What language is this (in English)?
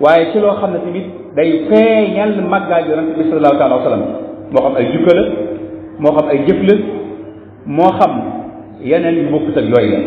Wolof